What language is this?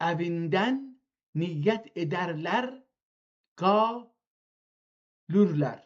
South Azerbaijani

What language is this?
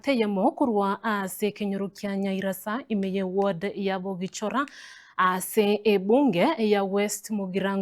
Gusii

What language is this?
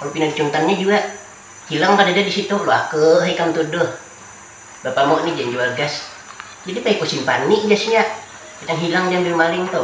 Banjar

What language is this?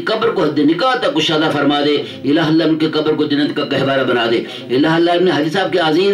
Urdu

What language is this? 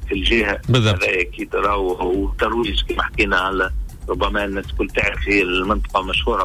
Tunisian Arabic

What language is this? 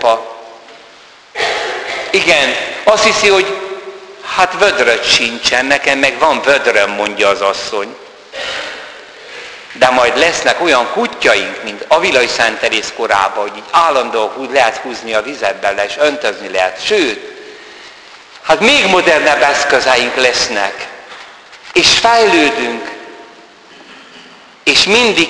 Hungarian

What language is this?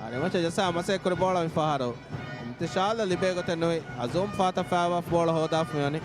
Divehi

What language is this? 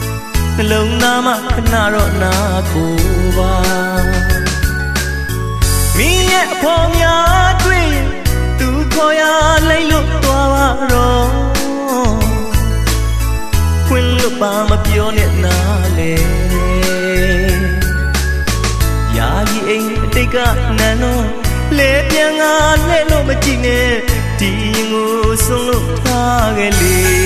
Burmese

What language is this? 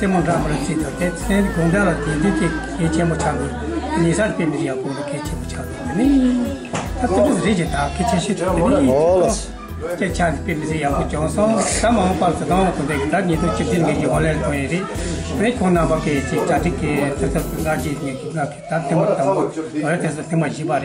Tibetan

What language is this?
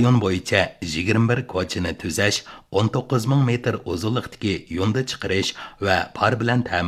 Uyghur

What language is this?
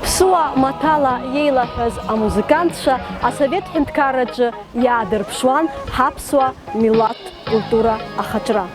Abkhazian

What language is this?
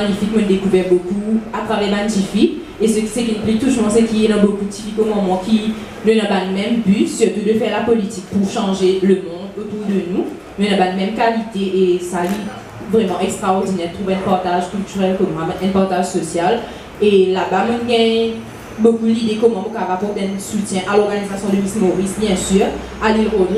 Morisyen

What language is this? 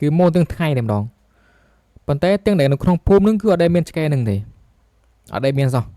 Khmer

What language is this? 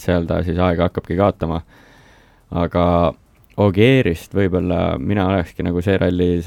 Estonian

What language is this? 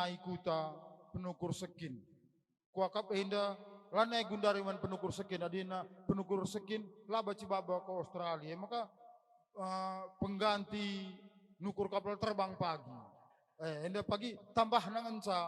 Batak Karo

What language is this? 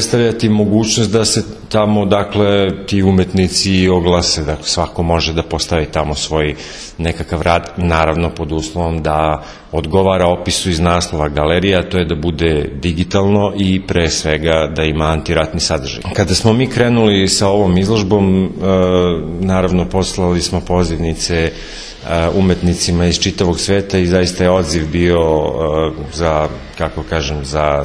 Serbian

